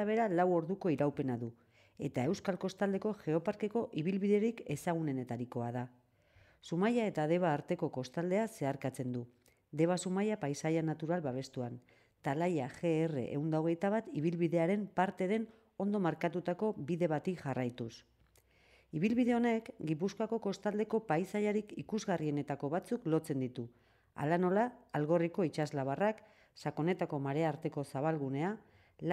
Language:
Basque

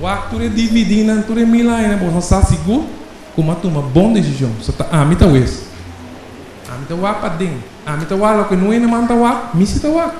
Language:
Papiamento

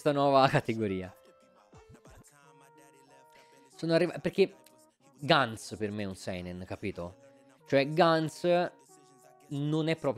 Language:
Italian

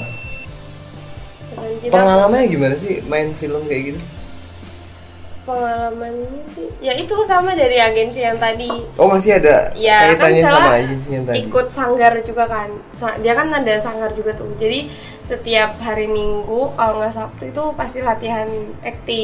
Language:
Indonesian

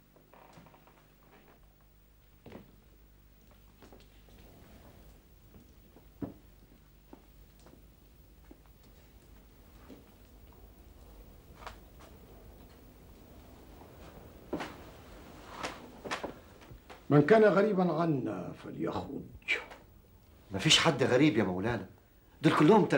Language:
Egyptian Arabic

